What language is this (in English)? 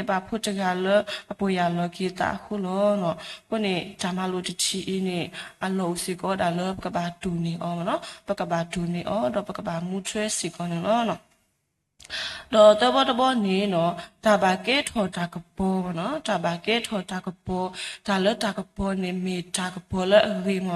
S'gaw Karen